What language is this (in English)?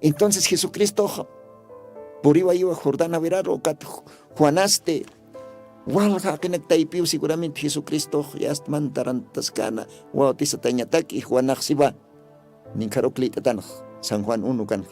Aymara